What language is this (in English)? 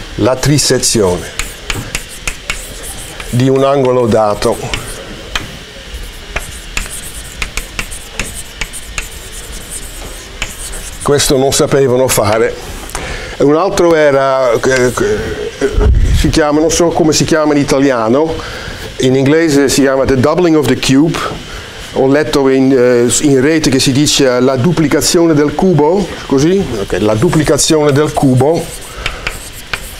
Italian